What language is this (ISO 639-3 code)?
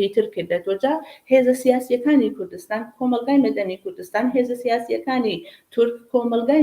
ckb